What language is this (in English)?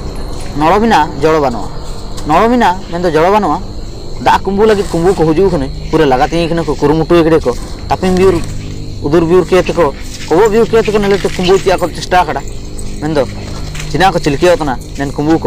Ho